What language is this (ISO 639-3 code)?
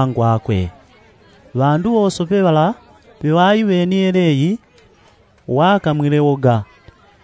yao